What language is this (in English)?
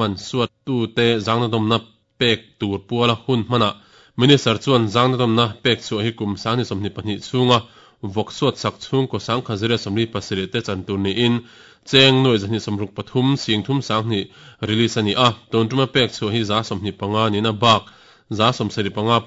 Mizo